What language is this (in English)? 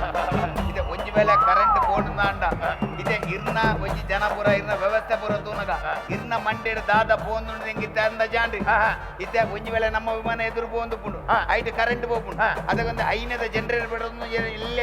Tulu